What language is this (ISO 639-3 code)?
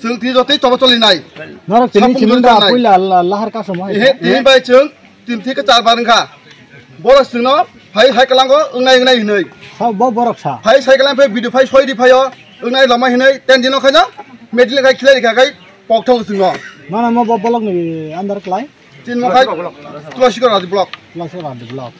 trp